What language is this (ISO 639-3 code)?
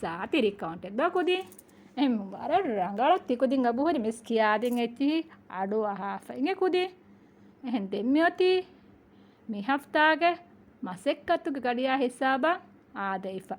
div